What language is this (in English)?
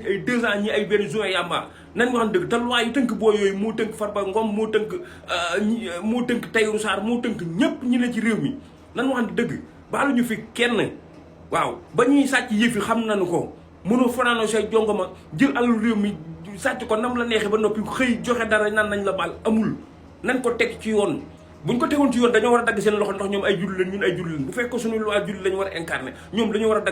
Wolof